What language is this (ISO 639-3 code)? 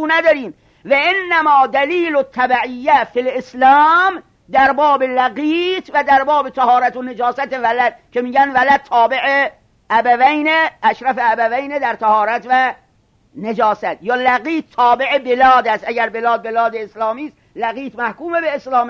fas